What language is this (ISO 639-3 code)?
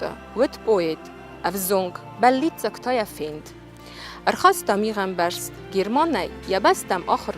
oss